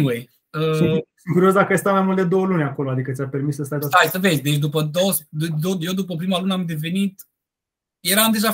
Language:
Romanian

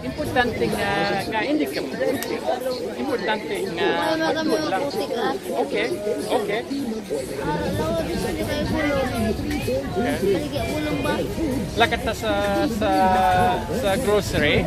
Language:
Hiligaynon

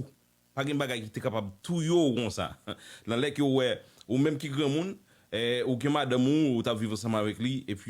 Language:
Haitian Creole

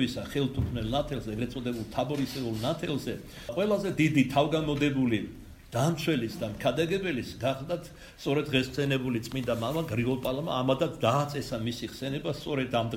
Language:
Georgian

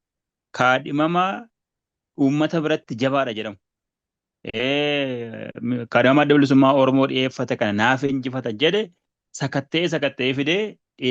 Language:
Oromo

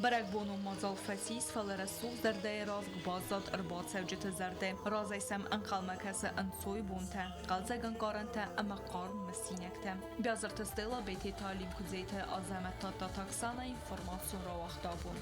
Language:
Ossetic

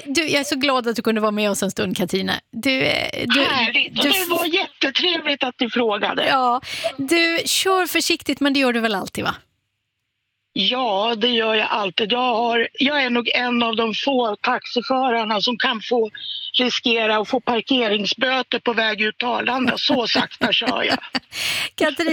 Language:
Swedish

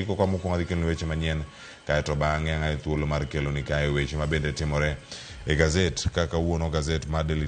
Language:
Luo (Kenya and Tanzania)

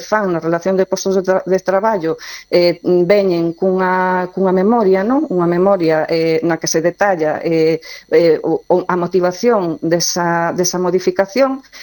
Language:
Galician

